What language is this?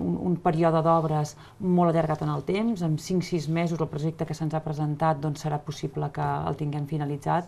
Catalan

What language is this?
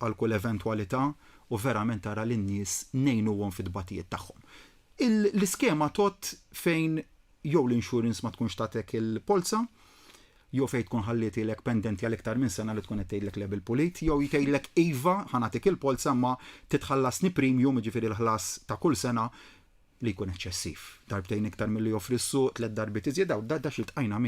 Maltese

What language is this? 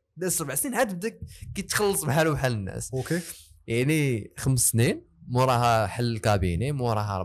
Moroccan Arabic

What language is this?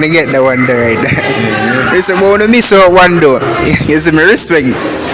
Jamaican Creole English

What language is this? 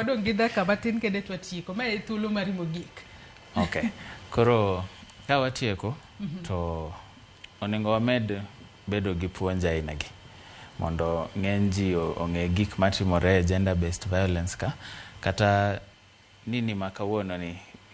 Luo (Kenya and Tanzania)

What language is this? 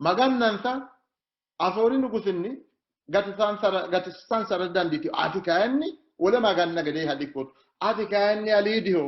Sidamo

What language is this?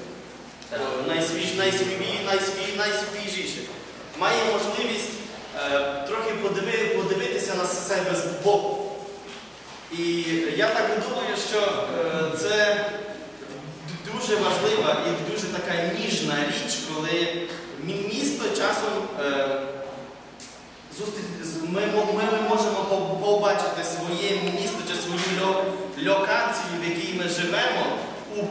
Ukrainian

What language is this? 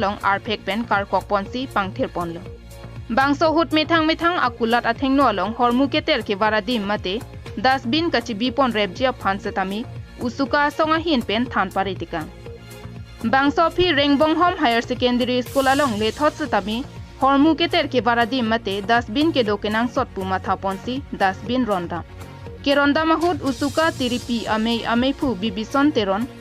Karbi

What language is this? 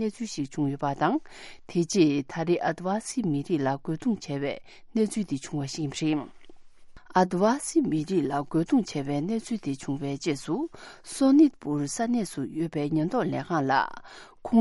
Tibetan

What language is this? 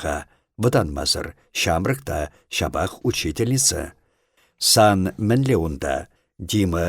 Chuvash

